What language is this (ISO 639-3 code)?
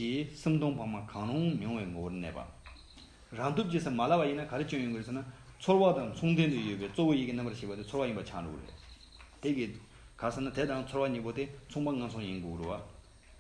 bod